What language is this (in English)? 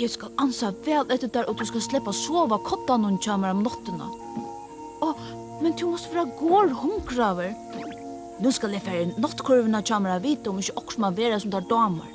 Faroese